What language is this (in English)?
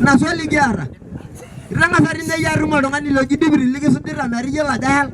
Masai